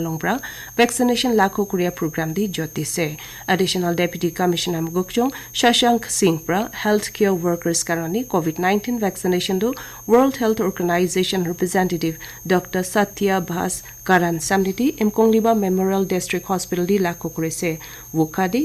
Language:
Naga Pidgin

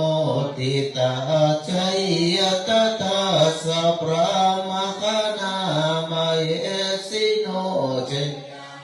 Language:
Pali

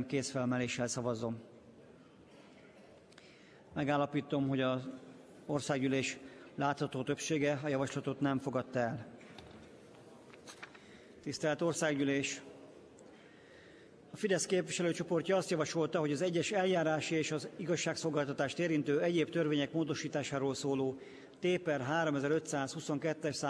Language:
Hungarian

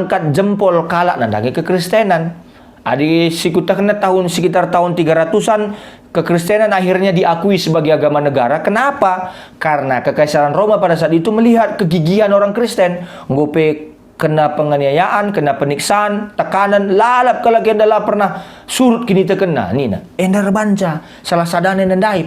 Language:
Batak Karo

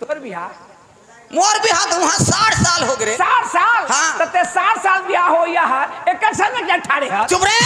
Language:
Chhattisgarhi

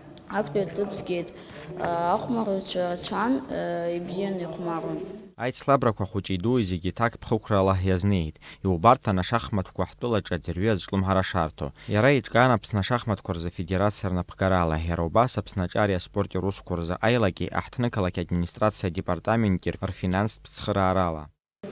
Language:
Abkhazian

